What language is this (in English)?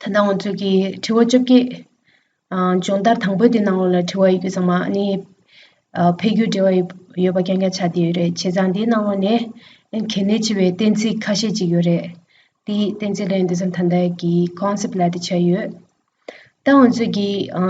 Tibetan